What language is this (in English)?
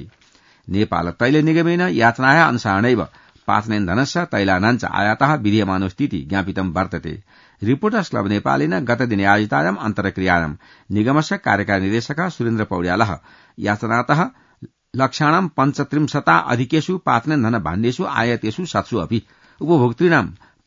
Sanskrit